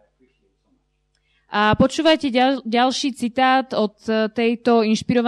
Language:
Slovak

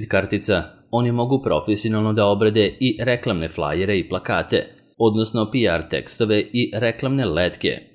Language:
Serbian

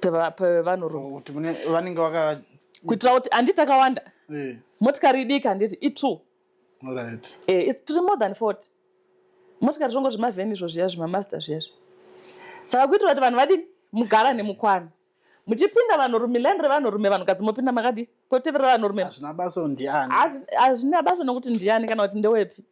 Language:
Shona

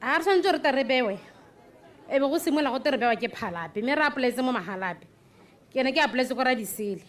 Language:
Tswana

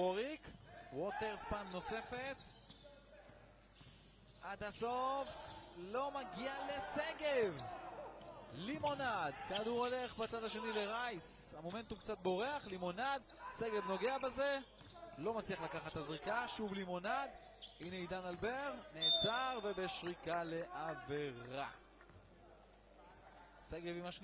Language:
Hebrew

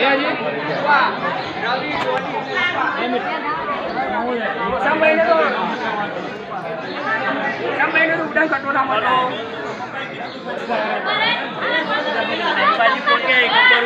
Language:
Gujarati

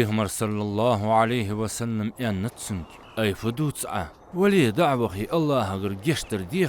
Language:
Ingush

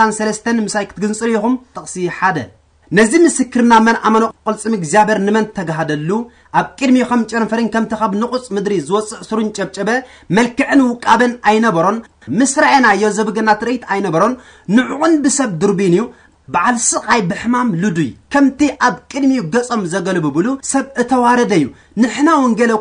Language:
Tigrinya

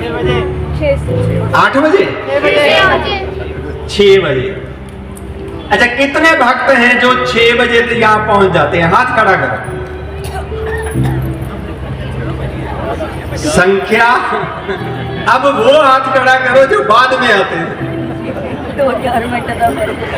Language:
Hindi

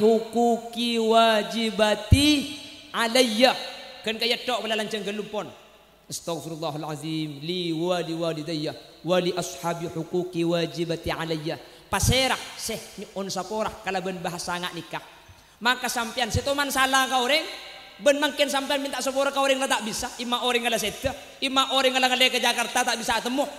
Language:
Madurese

